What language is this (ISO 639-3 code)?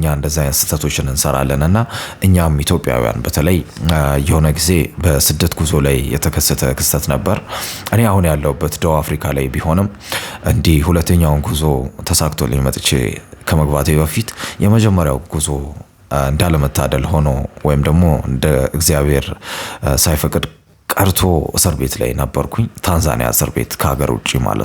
amh